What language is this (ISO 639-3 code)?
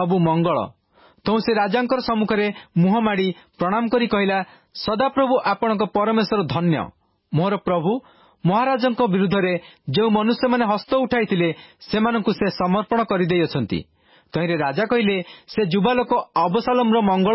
ori